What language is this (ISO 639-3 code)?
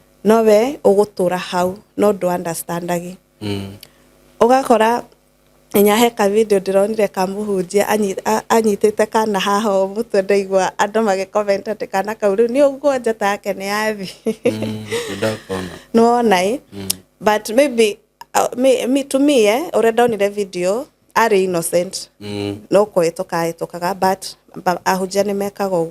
kik